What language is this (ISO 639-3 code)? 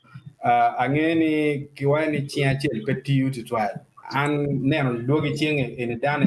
ach